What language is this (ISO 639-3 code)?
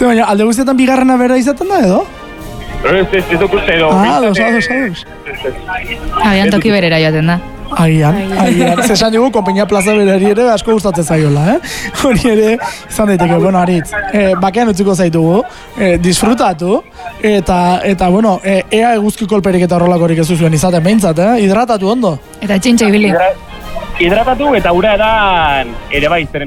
eus